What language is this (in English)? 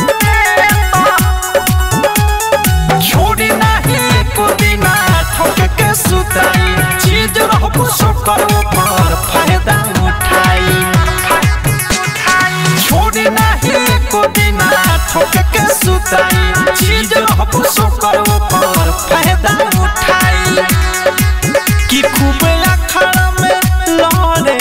Bhojpuri